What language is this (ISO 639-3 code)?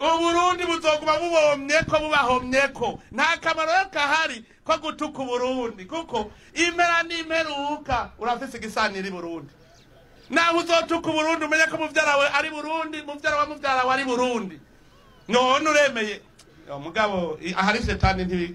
run